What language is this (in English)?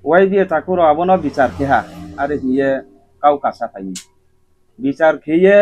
Riang (India)